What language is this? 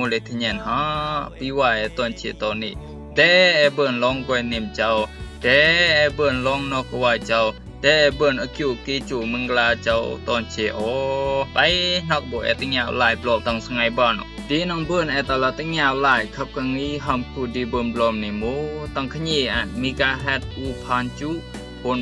Rumai Palaung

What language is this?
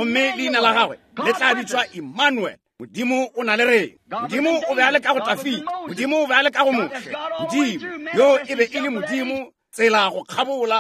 Northern Sotho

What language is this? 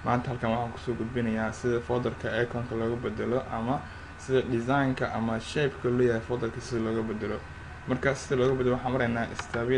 Somali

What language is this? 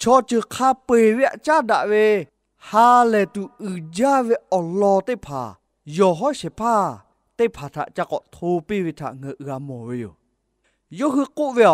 Lahu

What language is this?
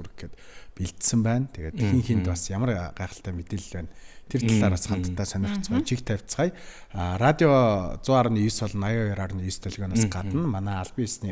Mongolian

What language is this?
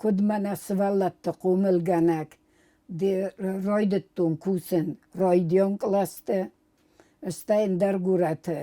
Ossetic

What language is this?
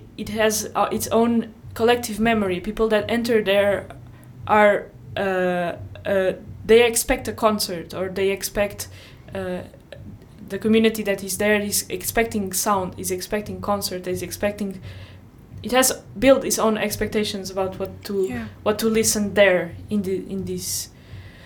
English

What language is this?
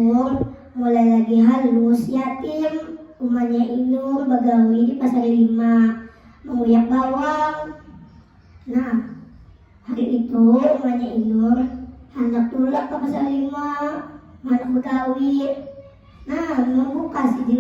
Banjar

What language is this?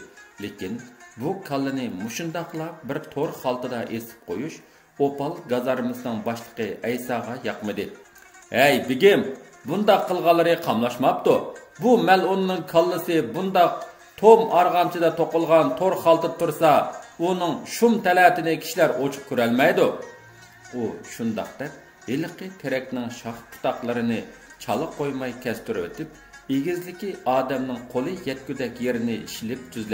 Uyghur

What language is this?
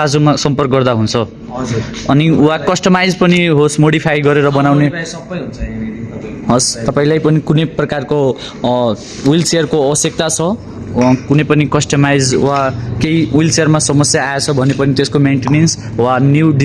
Nepali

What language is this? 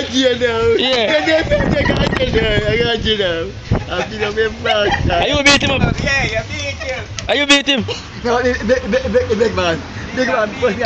Jamaican Creole English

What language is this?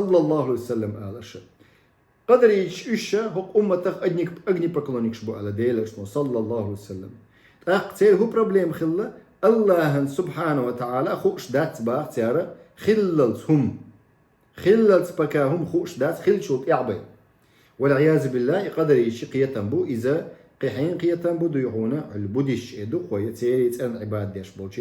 Chechen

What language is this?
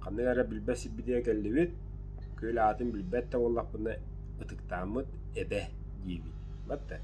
Yakut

